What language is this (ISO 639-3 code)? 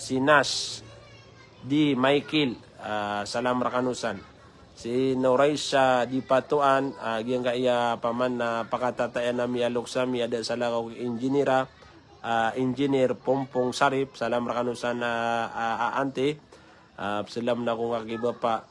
mrw